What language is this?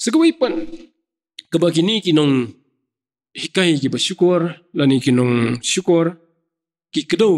Khasi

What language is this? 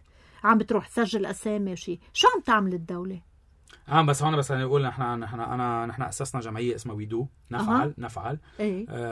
North Levantine Arabic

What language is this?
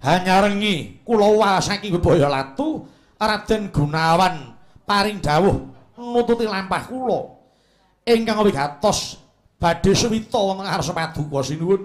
Javanese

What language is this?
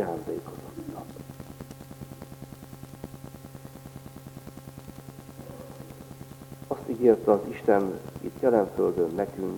Hungarian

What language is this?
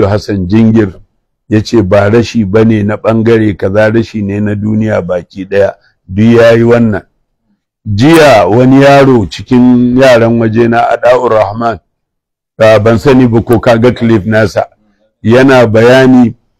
Hausa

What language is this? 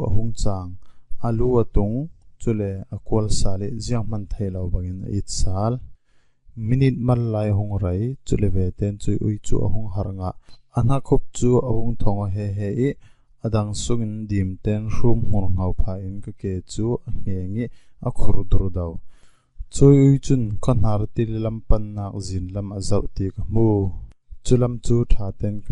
Falam Chin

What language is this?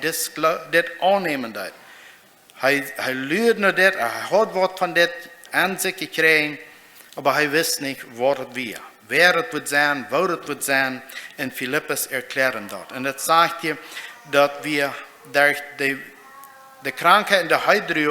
Plautdietsch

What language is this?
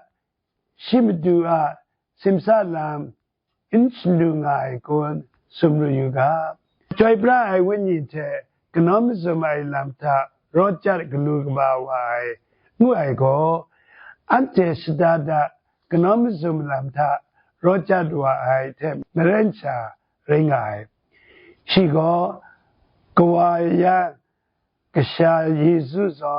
Kachin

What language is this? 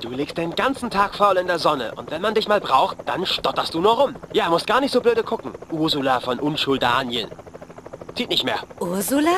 Bavarian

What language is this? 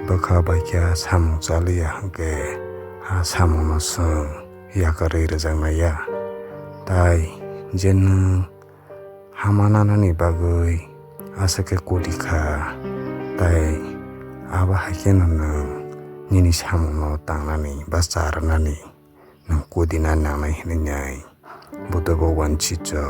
Kok Borok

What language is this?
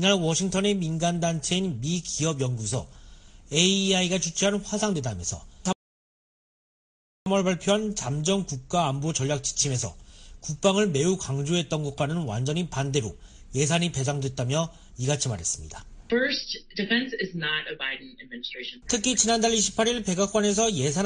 Korean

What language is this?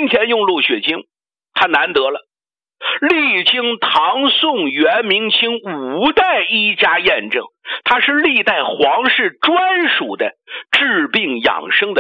Chinese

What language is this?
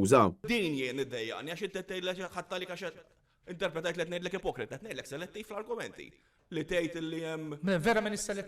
Maltese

